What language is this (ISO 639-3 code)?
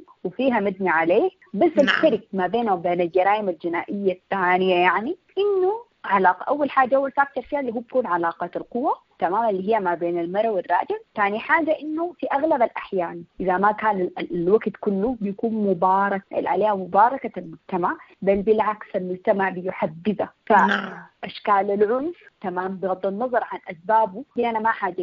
apd